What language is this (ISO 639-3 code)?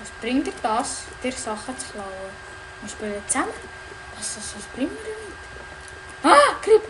gsw